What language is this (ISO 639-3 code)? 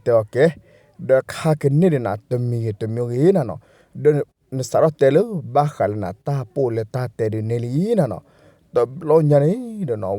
ksw